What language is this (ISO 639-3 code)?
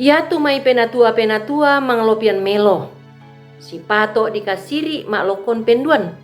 sda